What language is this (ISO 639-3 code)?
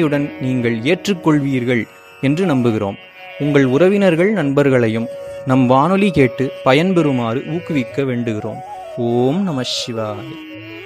tam